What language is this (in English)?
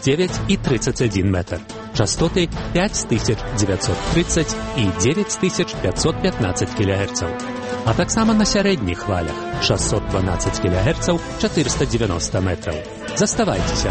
Belarusian